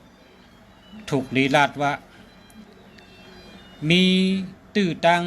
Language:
Shan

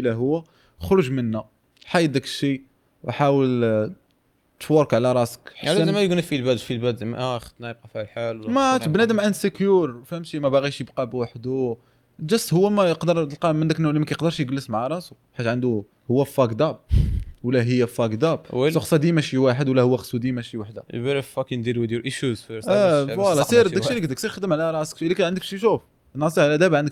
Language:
Moroccan Arabic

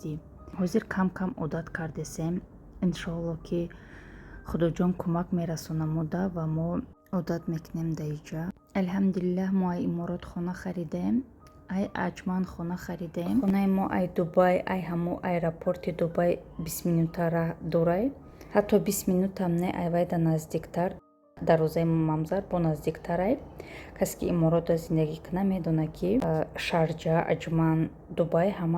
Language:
Tajik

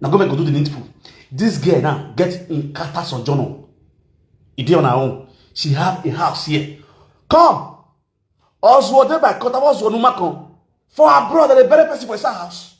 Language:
Nigerian Pidgin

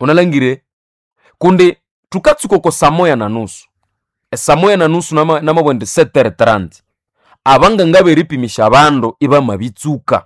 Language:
Nande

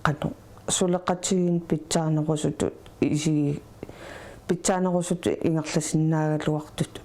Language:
Kalaallisut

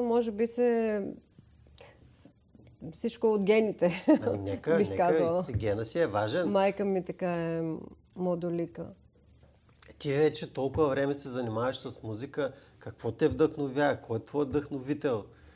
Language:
Bulgarian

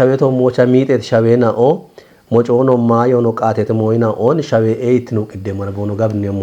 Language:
Kafa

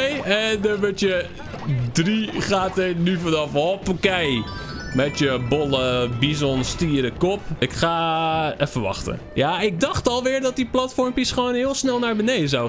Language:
Dutch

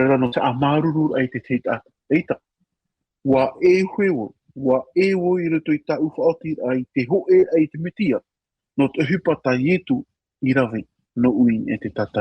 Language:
Tahitian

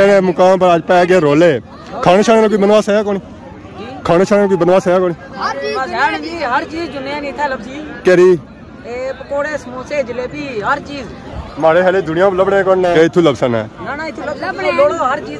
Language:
Pahari-Potwari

